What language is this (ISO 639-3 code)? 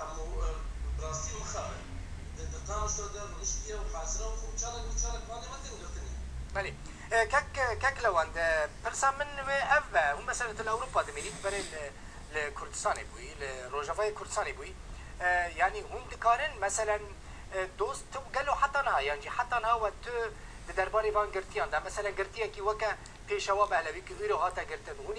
kur